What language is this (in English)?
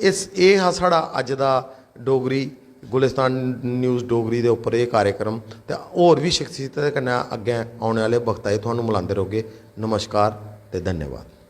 Dogri